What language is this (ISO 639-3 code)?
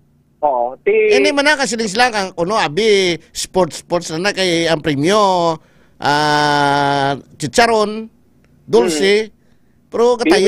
hil